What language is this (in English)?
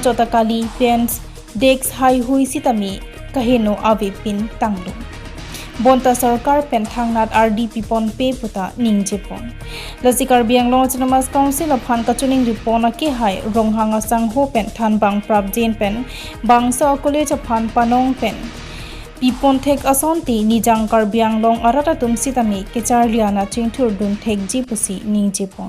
Karbi